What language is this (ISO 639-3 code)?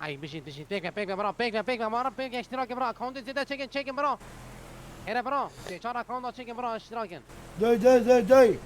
kur